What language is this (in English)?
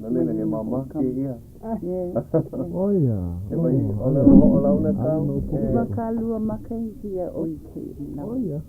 Hawaiian